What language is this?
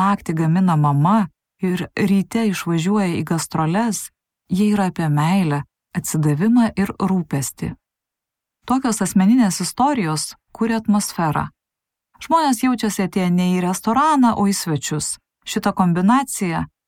Lithuanian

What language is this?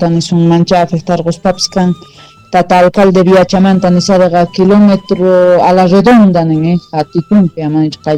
South Bolivian Quechua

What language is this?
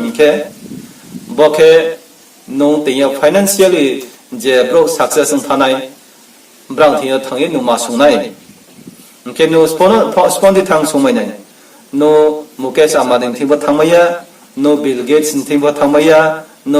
Riang (India)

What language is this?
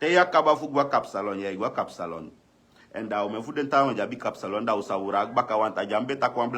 Sranan Tongo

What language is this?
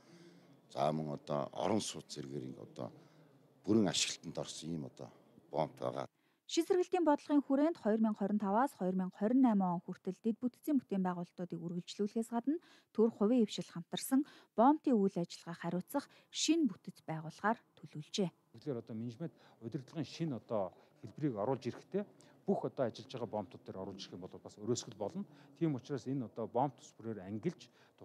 Mongolian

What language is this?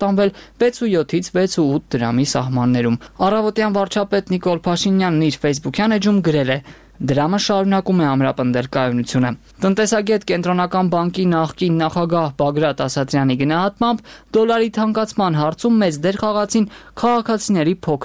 Armenian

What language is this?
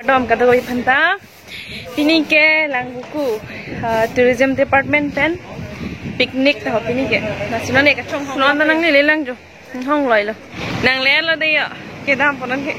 Karbi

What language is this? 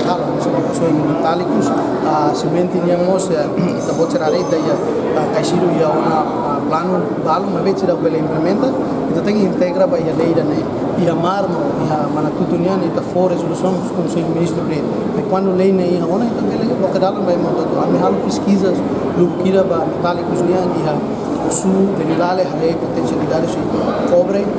Tetum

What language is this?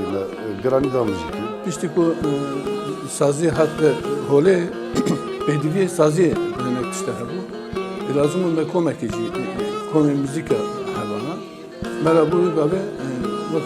Kurdish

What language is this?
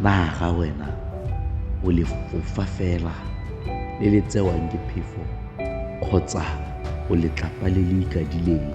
Tswana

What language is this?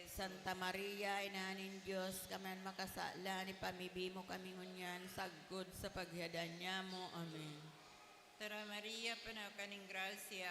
Bikol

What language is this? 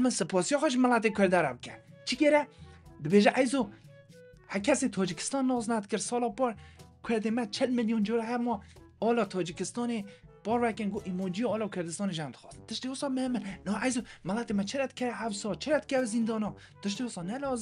Kurdish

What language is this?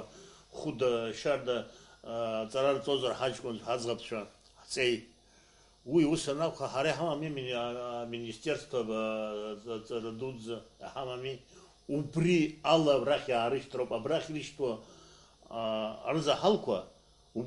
Abkhazian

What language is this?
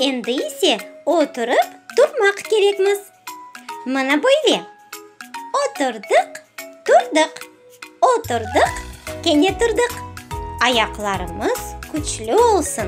Crimean Tatar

